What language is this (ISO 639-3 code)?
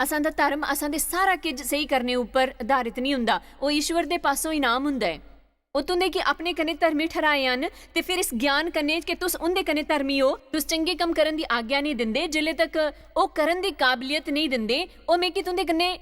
doi